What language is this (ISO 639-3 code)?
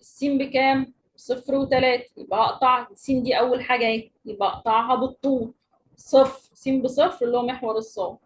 arz